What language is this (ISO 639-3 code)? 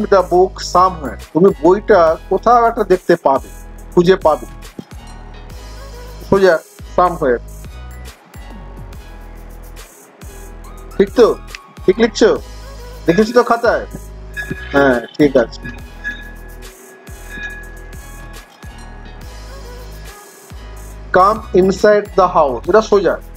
ben